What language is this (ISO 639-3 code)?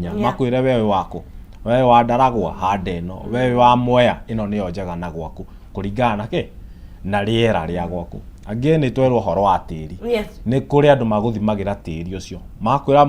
kik